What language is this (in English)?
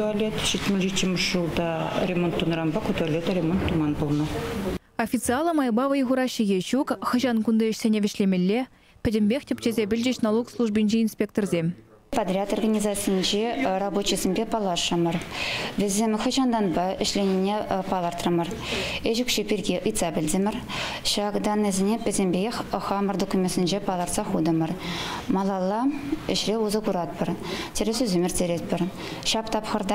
Chuvash